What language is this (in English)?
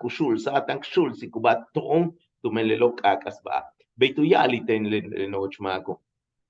Yucateco